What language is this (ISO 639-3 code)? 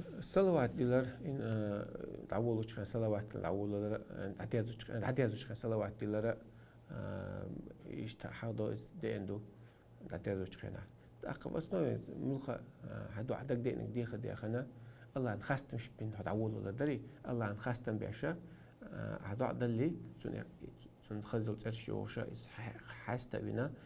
che